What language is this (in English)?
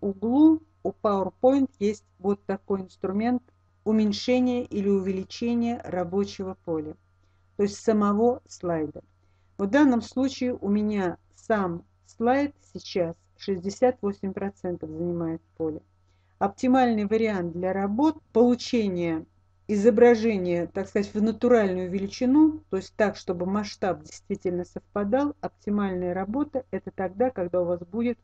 Russian